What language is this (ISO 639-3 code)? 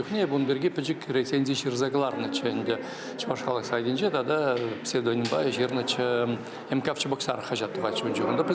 chv